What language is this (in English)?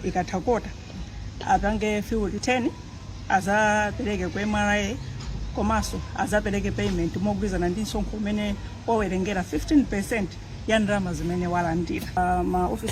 Nyanja